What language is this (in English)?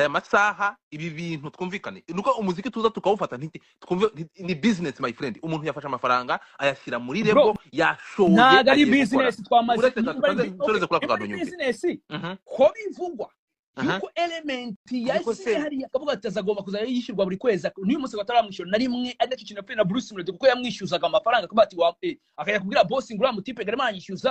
Kinyarwanda